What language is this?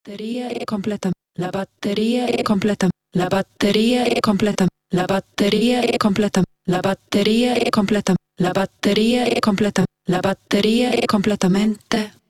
Italian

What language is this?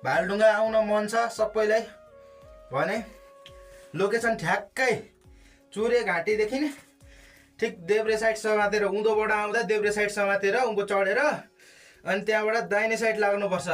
Nepali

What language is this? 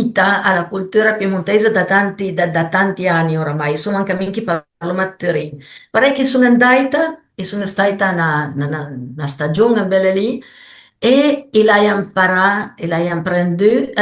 Piedmontese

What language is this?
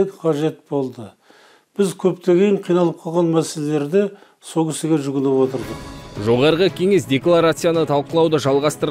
Kazakh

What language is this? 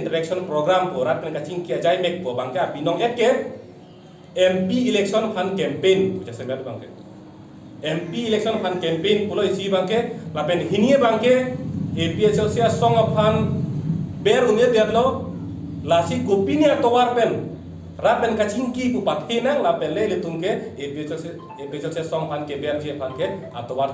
Karbi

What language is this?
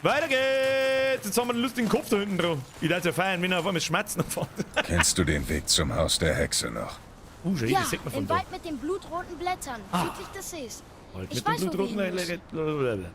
Bavarian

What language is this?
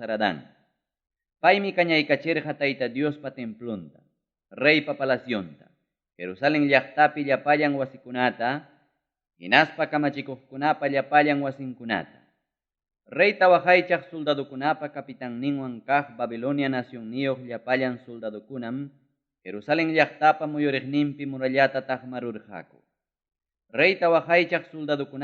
Ayacucho Quechua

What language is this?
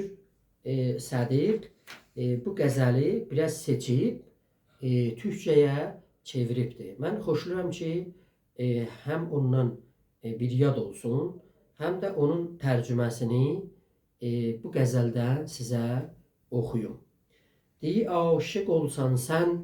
South Azerbaijani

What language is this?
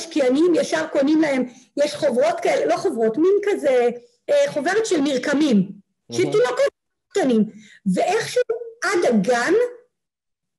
Hebrew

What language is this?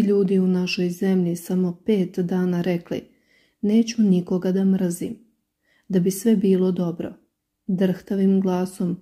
Serbian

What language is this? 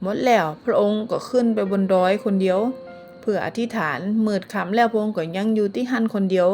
Northern Thai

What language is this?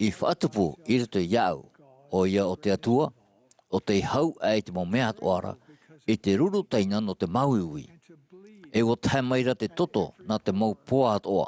Tahitian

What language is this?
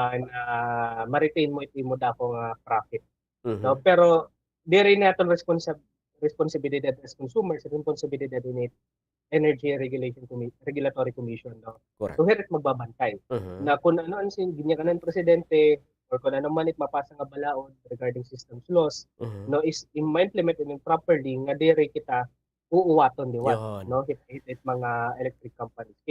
Waray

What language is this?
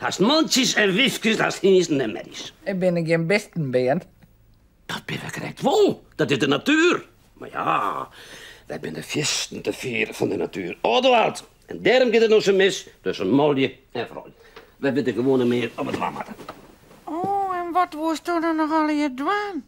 Western Frisian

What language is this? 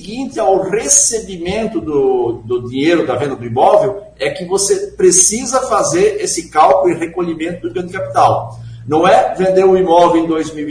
Portuguese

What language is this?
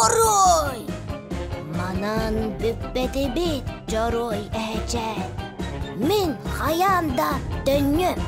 Yakut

